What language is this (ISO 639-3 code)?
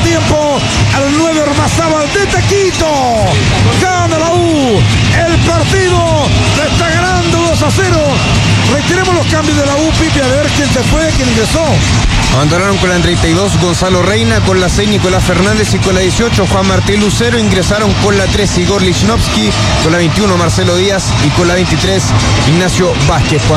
spa